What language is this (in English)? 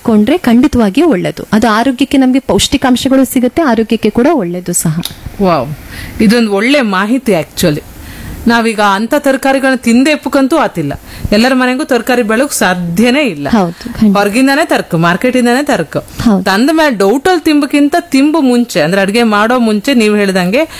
Kannada